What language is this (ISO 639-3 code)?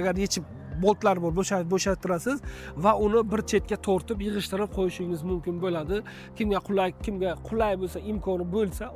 uzb